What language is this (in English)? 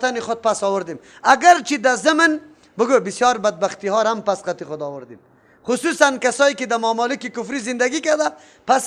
Persian